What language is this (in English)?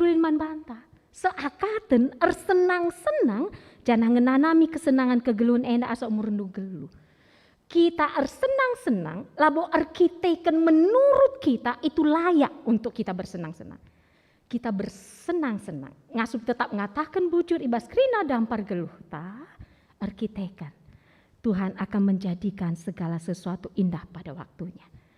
Batak Karo